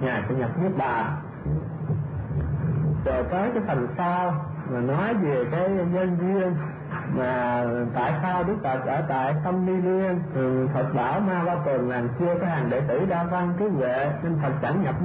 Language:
Vietnamese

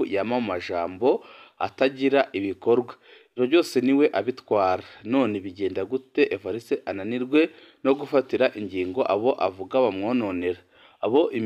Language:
Rundi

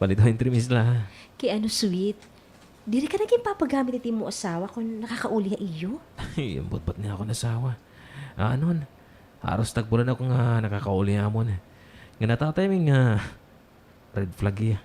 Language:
Waray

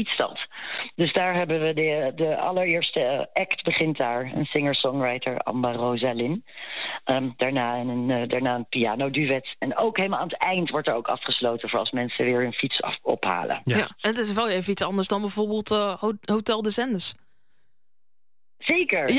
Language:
Dutch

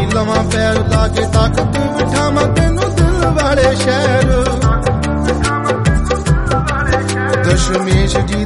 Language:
Punjabi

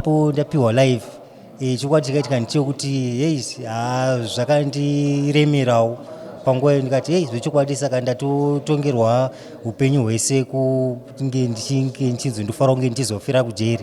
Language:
Shona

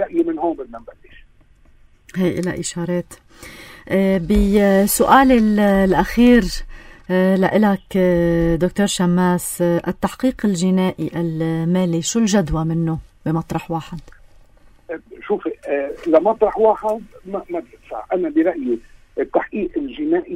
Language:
North Levantine Arabic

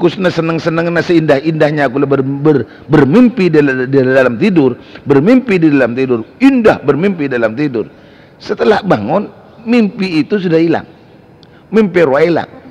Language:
Madurese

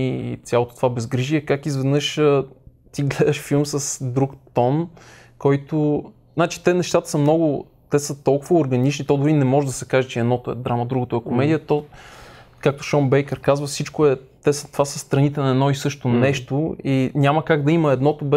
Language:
Bulgarian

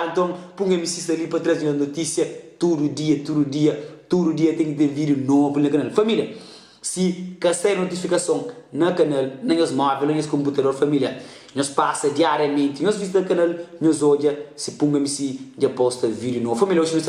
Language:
Kabuverdianu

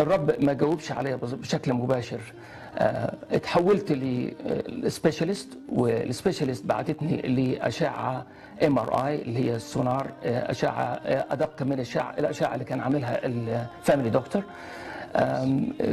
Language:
Egyptian Arabic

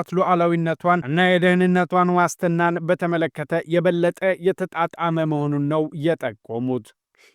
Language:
Amharic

